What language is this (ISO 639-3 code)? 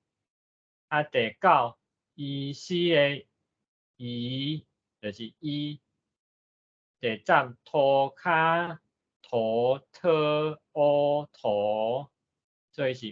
nan